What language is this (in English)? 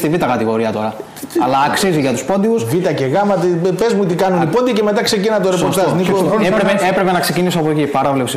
Greek